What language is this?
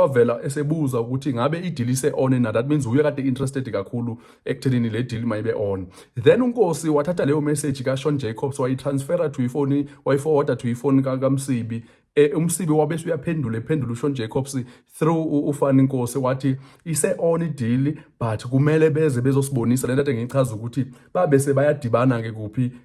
Zulu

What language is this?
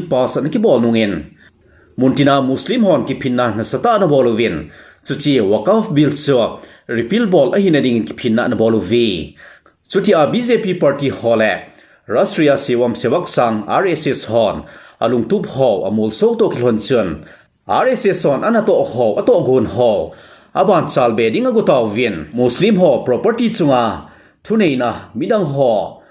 Thado Chin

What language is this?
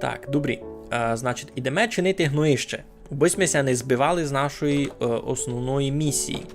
Rusyn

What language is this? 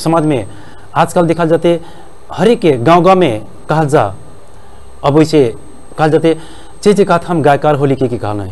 Bhojpuri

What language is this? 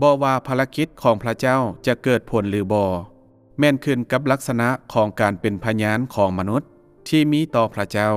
Lao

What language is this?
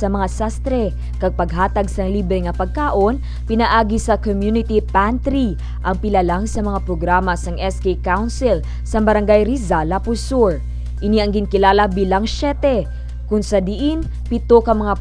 Hiligaynon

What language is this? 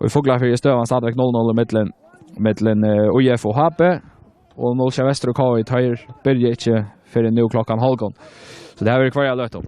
Faroese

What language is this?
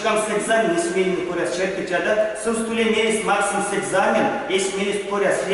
Erzya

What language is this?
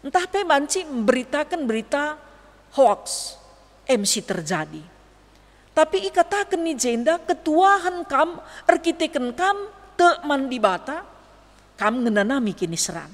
Batak Karo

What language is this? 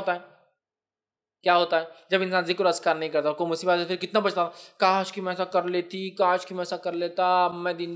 Urdu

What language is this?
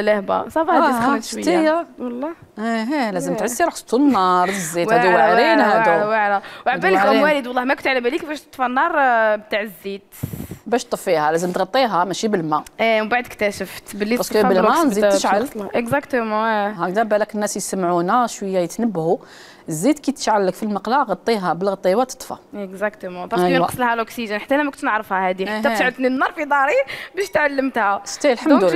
Algerian Arabic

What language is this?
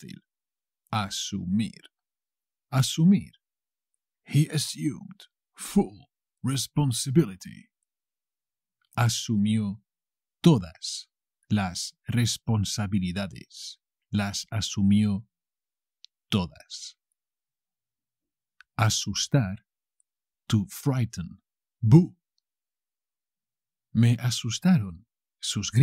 Spanish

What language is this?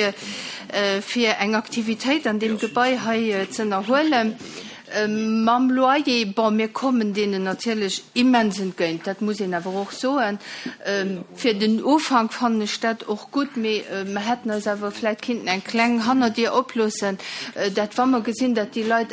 Luxembourgish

